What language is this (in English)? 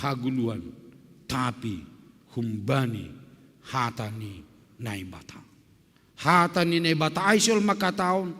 Batak Simalungun